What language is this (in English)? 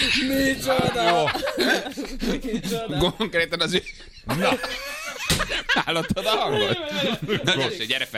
Hungarian